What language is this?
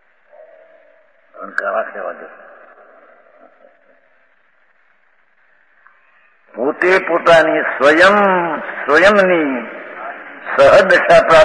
Gujarati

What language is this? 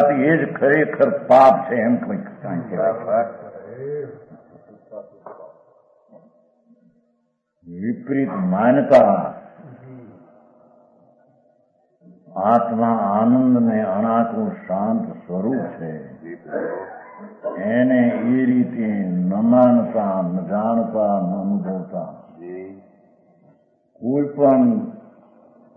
Gujarati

